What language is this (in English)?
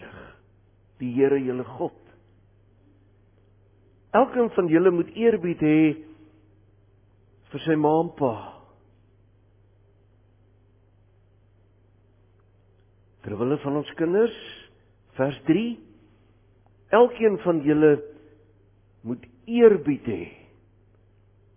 Afrikaans